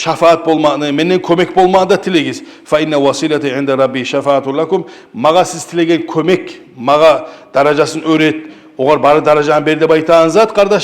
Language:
Kumyk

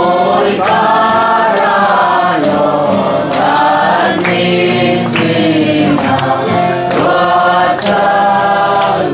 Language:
Hakha Chin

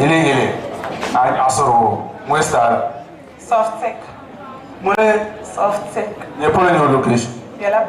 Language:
Dagbani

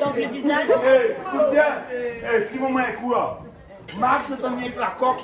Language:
Réunion Creole French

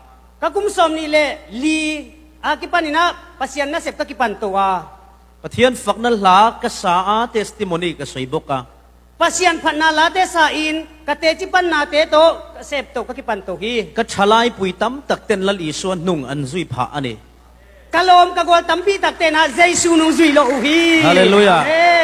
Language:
Falam Chin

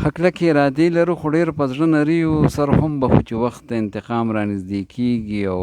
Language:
Pashto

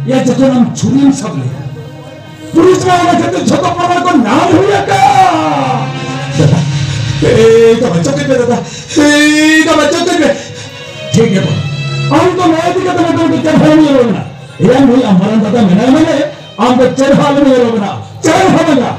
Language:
Santali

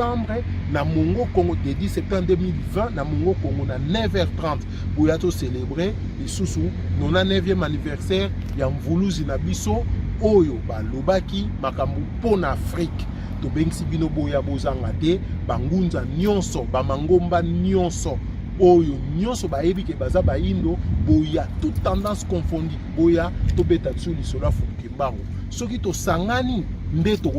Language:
Lingala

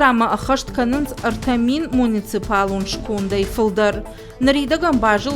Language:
Ossetic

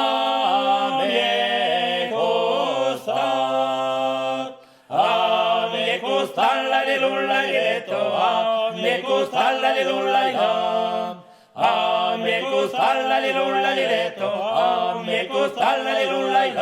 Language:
Occitan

